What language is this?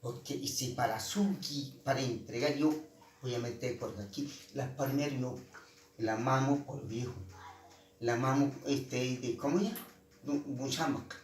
Cogui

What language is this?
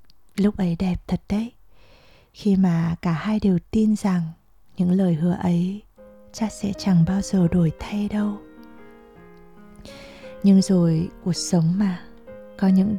Vietnamese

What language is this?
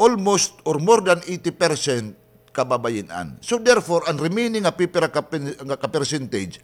Waray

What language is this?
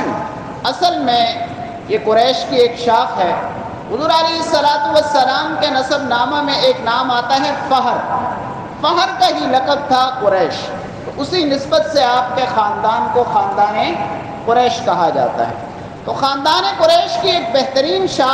Urdu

